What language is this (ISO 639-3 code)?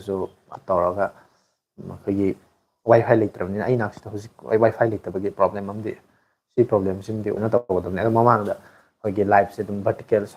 mni